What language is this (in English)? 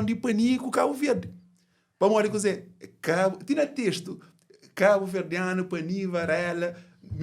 Kabuverdianu